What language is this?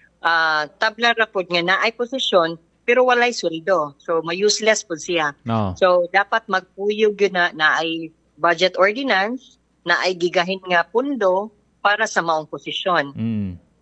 Cebuano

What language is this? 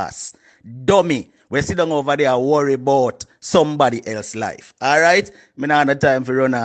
Jamaican Creole English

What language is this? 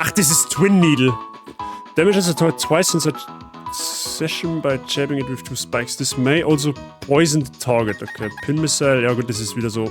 Bavarian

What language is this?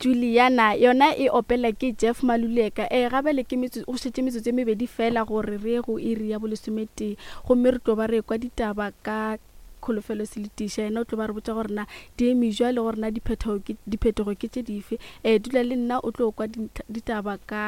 Northern Sotho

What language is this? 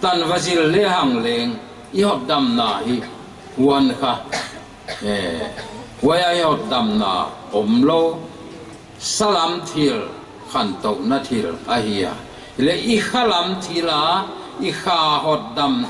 Paite Chin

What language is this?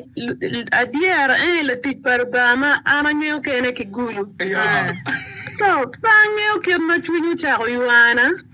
Acoli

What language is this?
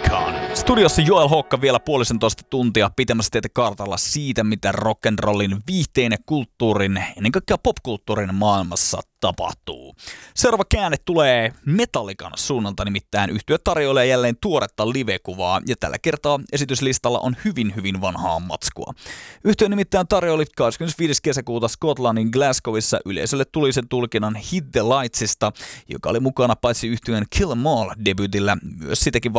Finnish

